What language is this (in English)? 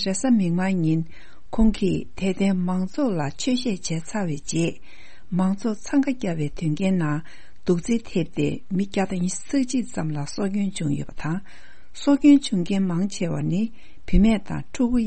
Tibetan